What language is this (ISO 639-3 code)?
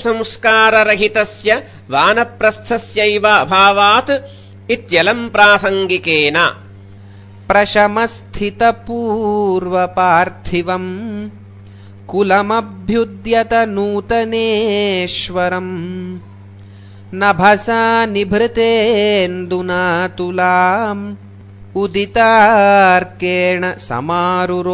san